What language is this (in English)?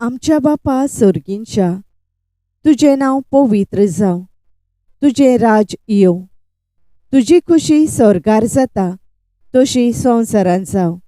Konkani